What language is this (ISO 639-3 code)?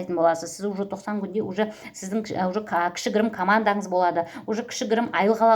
kaz